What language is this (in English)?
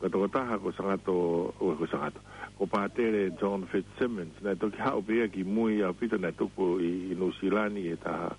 Tongan